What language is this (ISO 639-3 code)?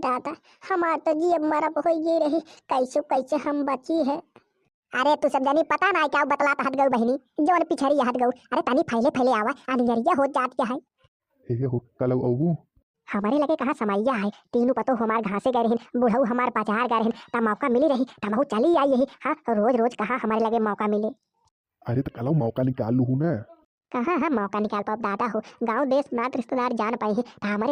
bho